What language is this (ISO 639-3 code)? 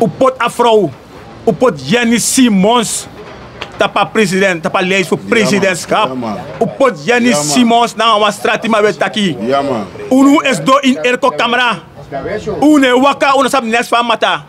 srn